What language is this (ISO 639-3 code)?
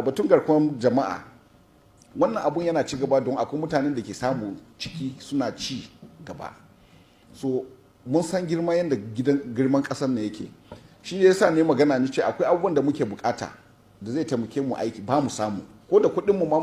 hau